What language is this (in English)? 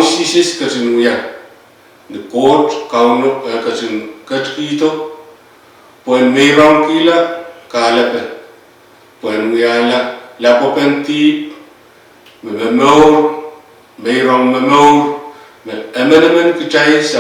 Pohnpeian